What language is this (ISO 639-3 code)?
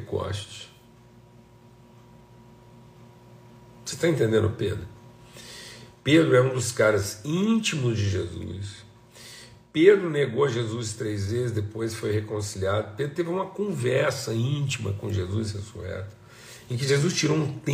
por